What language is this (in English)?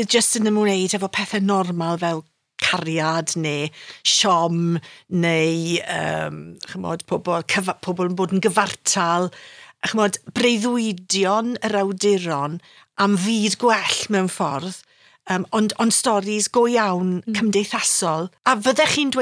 Welsh